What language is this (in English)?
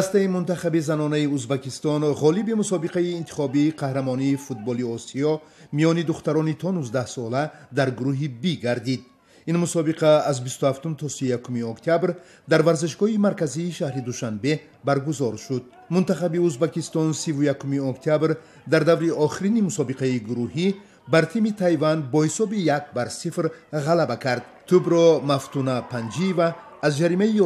Tajik